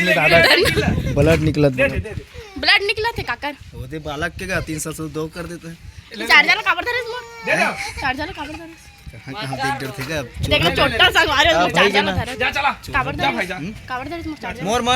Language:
Chhattisgarhi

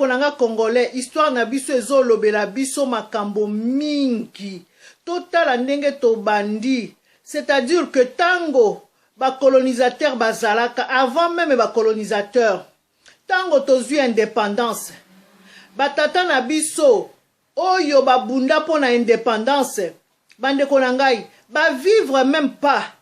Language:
Lingala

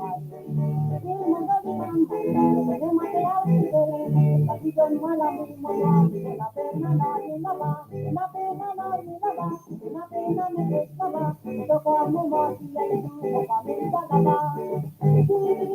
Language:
Morisyen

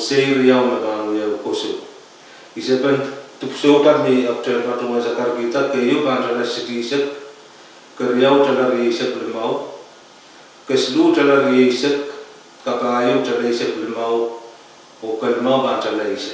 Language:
Pohnpeian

